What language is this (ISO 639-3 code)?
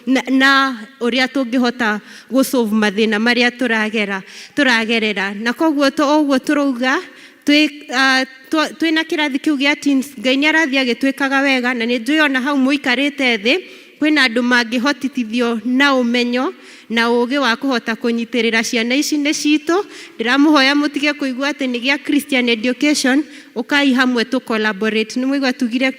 kik